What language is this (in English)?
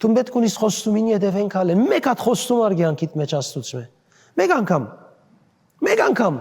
Western Armenian